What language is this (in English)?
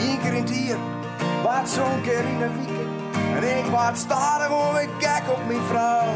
Western Frisian